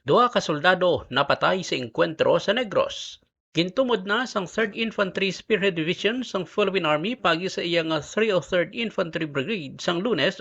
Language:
Hiligaynon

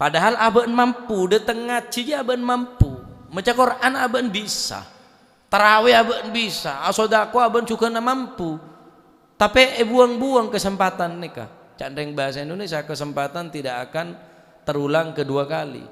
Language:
Madurese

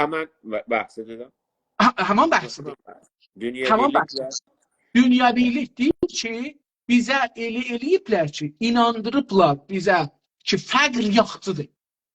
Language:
South Azerbaijani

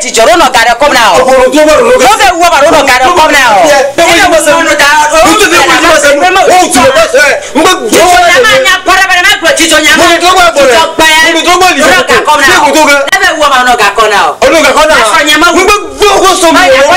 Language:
Ewe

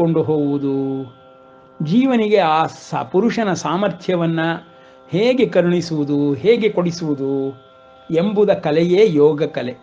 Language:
Kannada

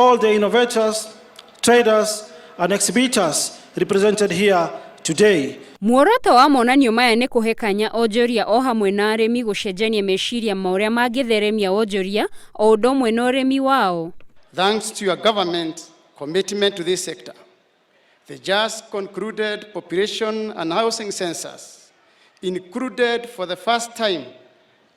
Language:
Kikuyu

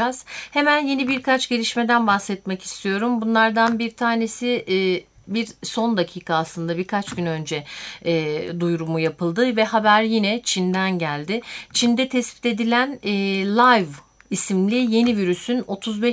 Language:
Turkish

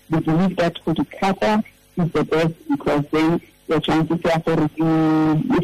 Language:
Tswana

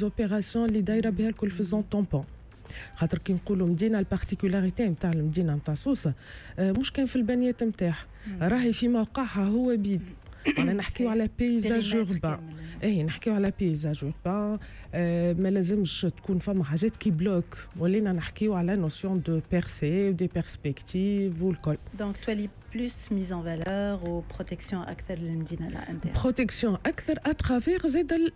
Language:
Tunisian Arabic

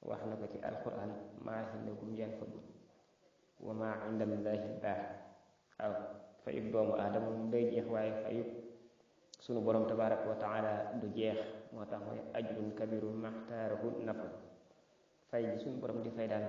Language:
Wolof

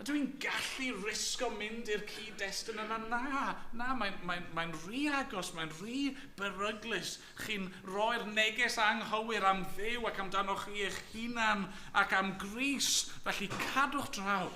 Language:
Welsh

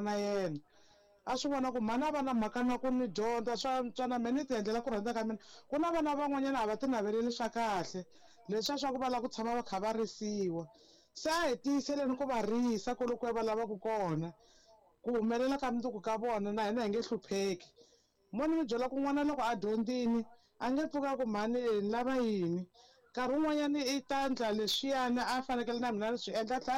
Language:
Tsonga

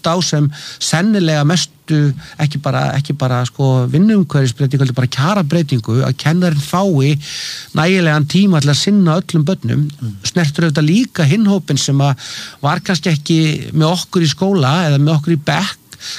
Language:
Icelandic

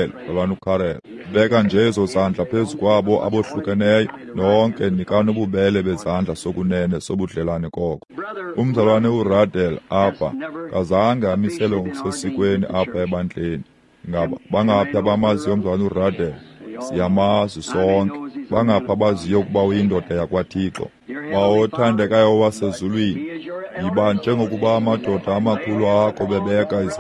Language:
Xhosa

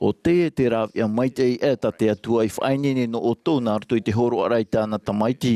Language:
Tahitian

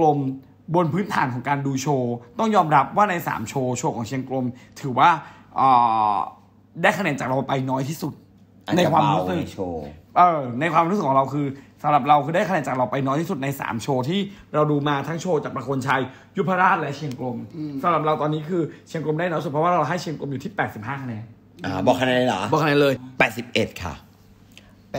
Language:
Thai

